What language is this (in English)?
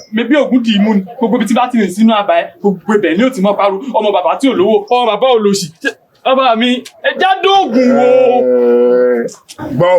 Yoruba